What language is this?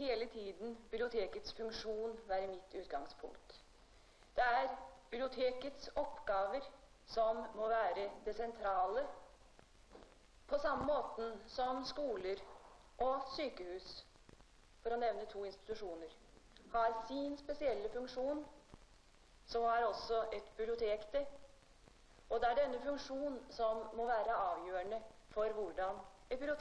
Norwegian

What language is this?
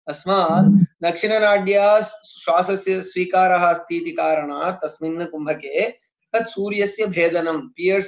Sanskrit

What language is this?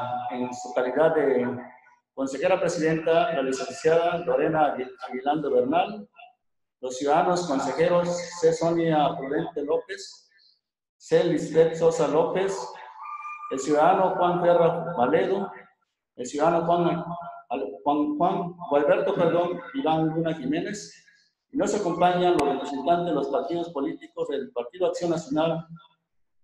Spanish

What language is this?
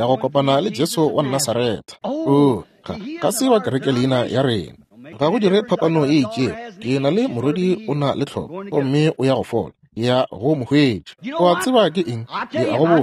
Northern Sotho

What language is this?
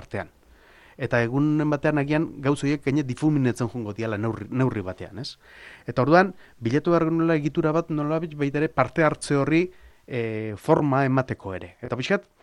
Basque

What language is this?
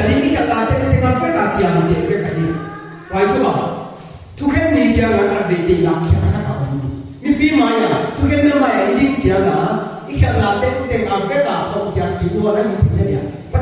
Paite Chin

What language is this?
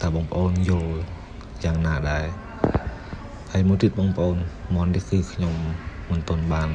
Khmer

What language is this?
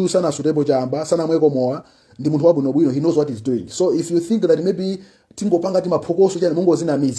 Nyanja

